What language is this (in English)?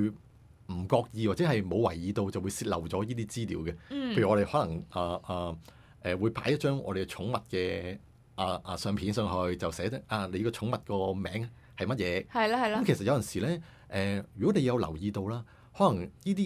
Cantonese